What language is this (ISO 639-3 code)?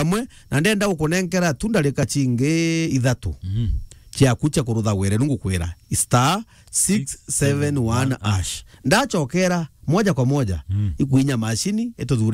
mer